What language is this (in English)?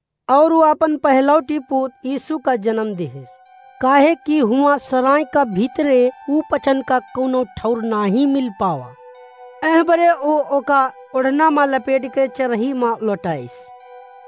Awadhi